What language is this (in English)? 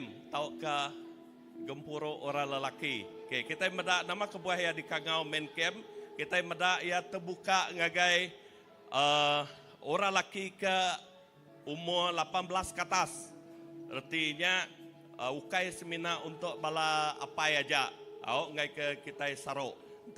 Iban